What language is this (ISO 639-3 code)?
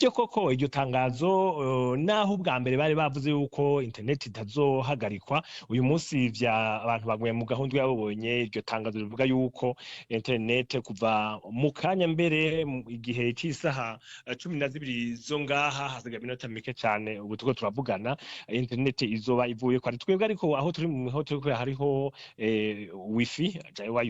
run